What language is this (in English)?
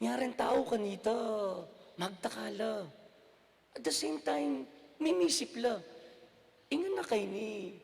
Pampanga